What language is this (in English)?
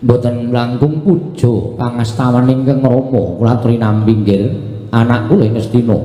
Javanese